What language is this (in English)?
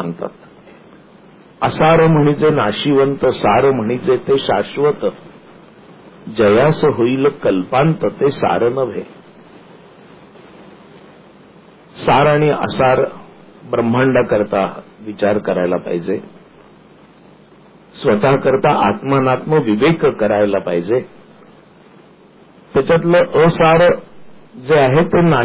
Marathi